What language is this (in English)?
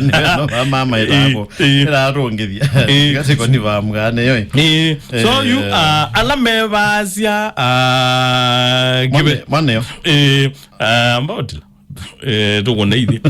Kamba